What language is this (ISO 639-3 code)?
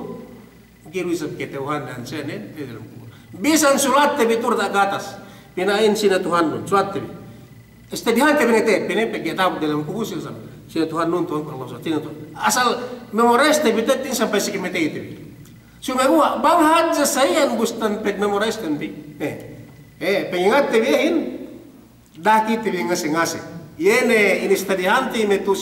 yka